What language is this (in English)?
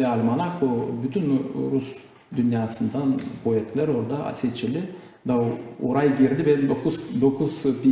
Gagauz